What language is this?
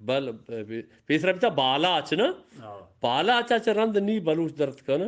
Eastern Balochi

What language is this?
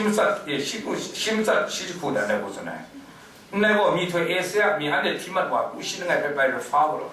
Kachin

